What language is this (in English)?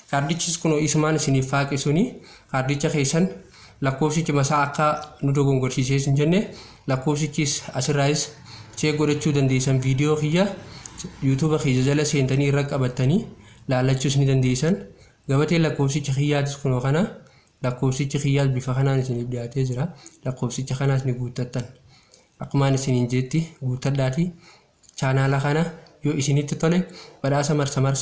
Oromo